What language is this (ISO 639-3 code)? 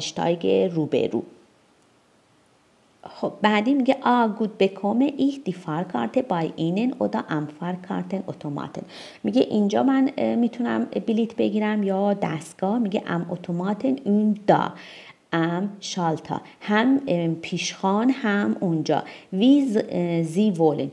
fas